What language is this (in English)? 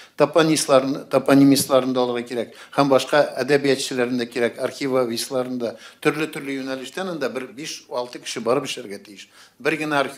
Tatar